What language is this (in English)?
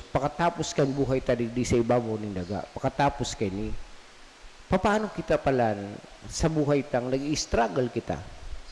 Bikol